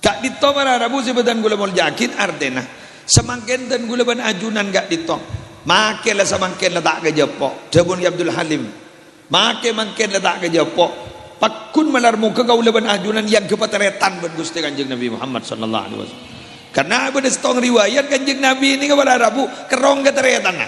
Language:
Madurese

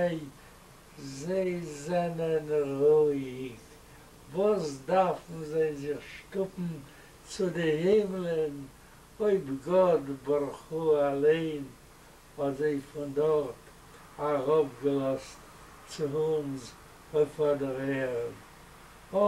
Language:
Yiddish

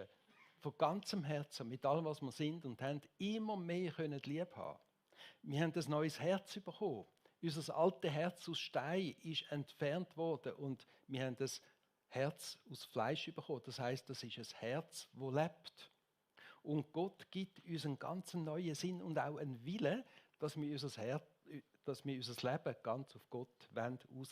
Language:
Swiss German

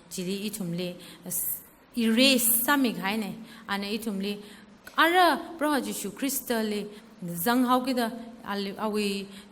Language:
Tangkhul Naga (India)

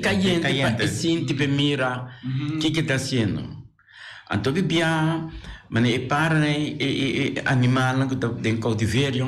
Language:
Papiamento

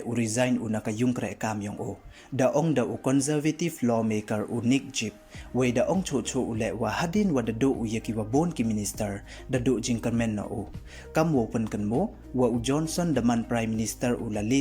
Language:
Pnar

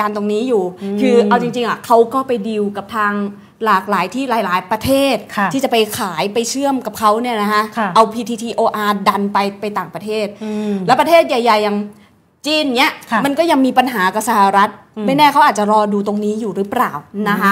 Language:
Thai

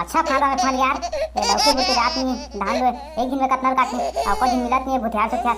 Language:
Chhattisgarhi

